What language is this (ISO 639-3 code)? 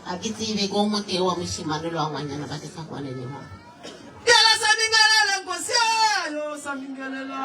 nso